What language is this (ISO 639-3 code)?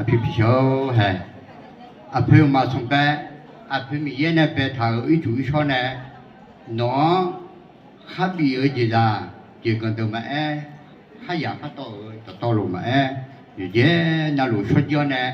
ahk